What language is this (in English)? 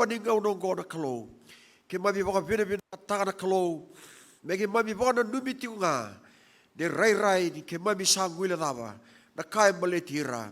Fijian